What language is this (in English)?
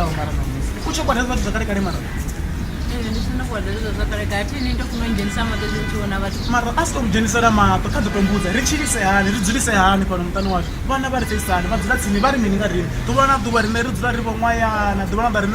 Venda